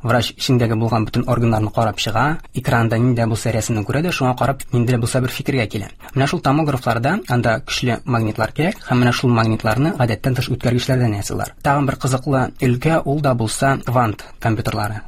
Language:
Tatar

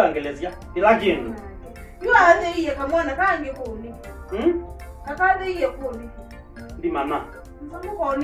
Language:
Kamba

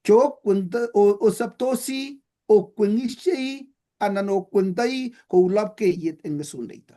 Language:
Kalenjin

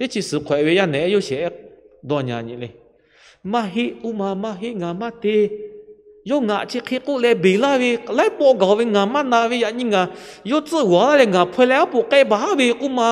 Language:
Lahu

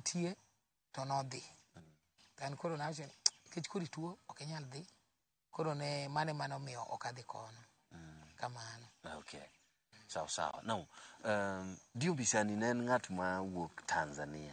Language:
Luo (Kenya and Tanzania)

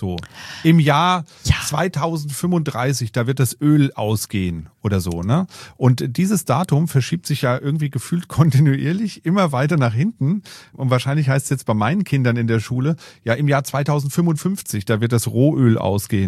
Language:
German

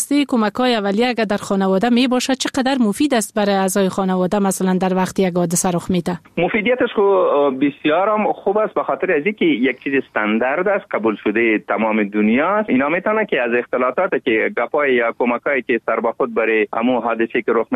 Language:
Persian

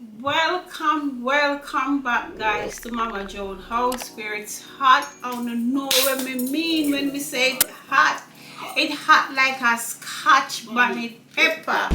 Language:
Jamaican Creole English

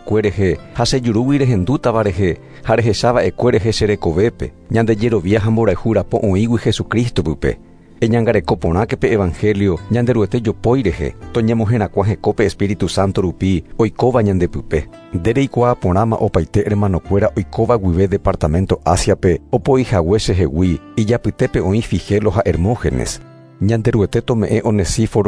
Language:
Guarani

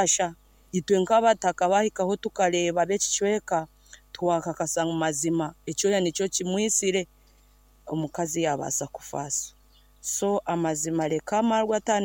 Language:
Nyankole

